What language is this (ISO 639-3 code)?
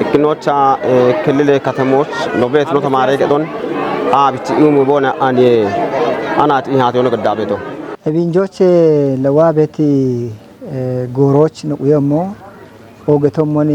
kbr